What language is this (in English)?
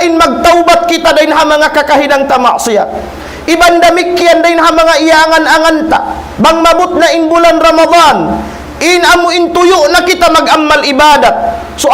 Tausug